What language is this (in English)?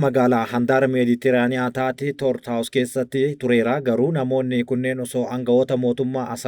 Oromo